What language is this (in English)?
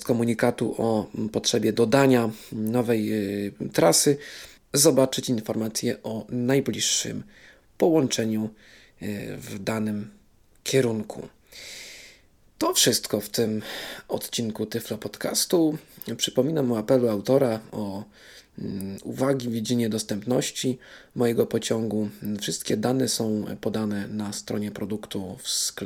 Polish